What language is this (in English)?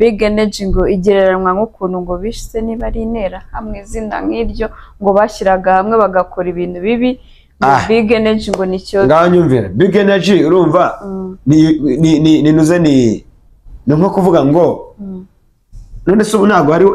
Kinyarwanda